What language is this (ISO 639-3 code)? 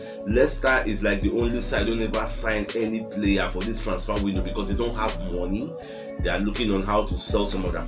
pcm